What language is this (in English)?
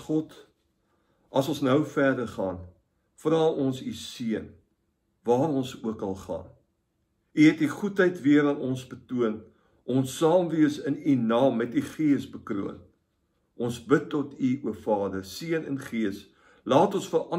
Afrikaans